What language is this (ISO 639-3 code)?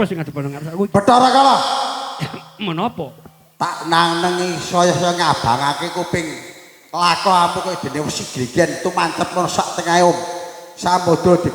jav